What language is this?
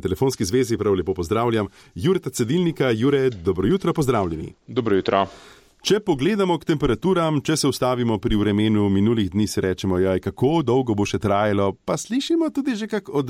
Slovenian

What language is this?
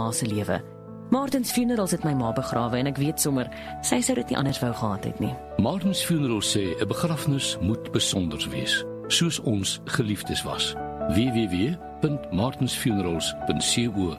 Afrikaans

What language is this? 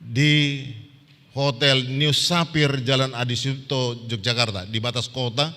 Batak Toba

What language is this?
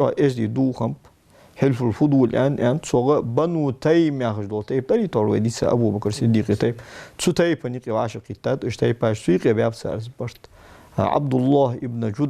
Ingush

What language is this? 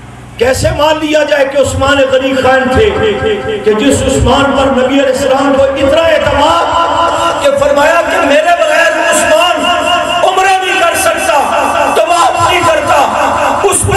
Urdu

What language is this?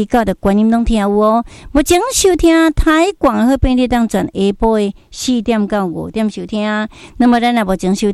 Min Nan Chinese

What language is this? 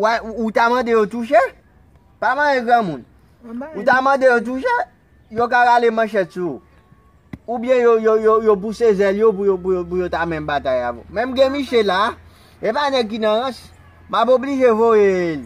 Haitian Creole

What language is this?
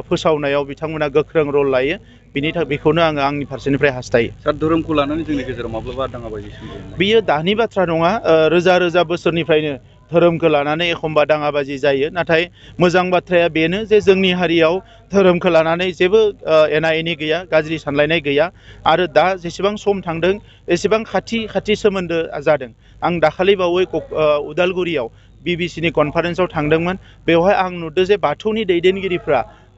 Bodo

